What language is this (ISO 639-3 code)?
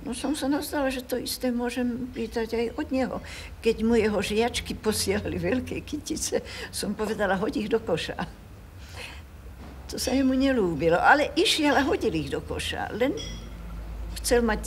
slk